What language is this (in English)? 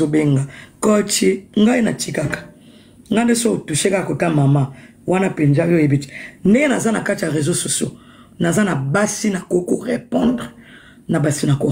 Lingala